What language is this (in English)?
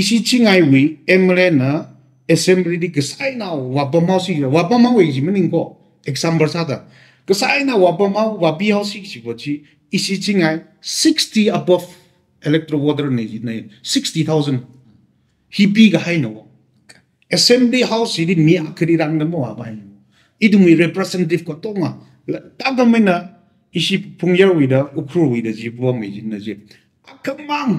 Tangkhul Naga (India)